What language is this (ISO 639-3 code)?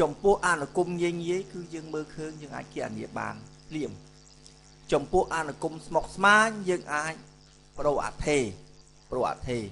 khm